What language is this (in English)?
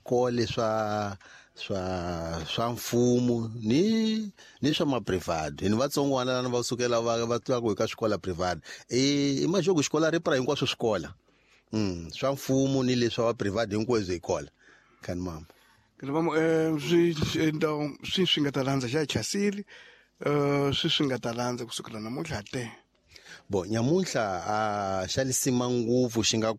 Tsonga